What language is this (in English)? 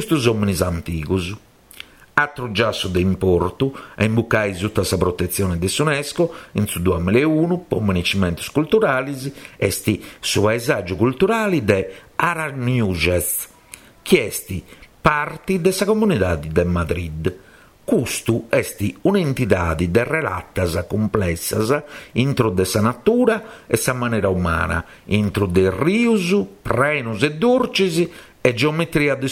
Sardinian